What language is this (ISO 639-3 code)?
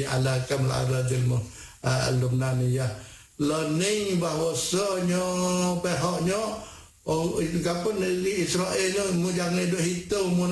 msa